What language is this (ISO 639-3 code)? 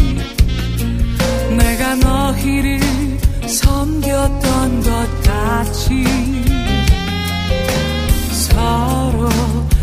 kor